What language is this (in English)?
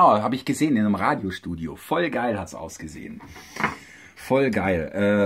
German